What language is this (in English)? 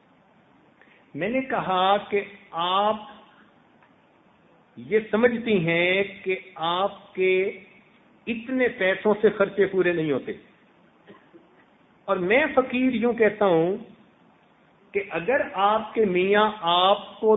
Urdu